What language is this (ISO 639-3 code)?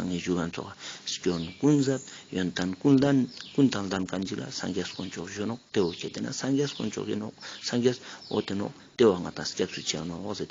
lbj